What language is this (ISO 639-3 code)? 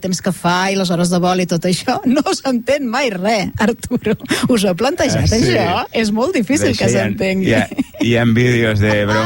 cat